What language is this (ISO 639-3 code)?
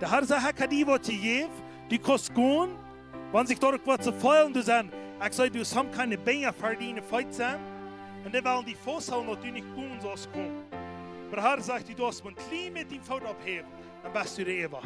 pdt